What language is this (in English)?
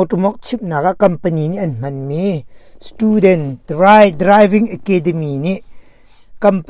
Hakha Chin